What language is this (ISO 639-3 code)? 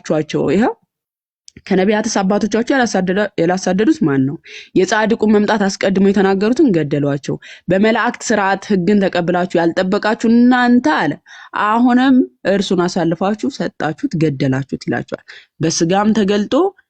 amh